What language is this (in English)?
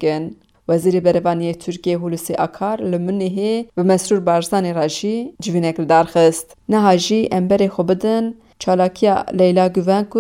Kurdish